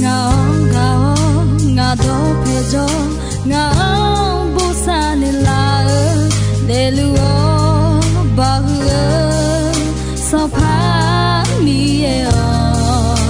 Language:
Akha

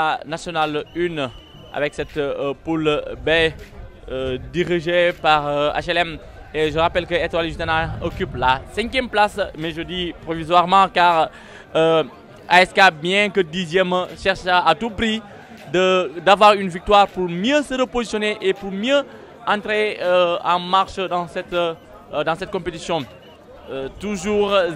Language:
French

